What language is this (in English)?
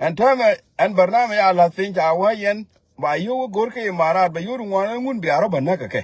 Nuer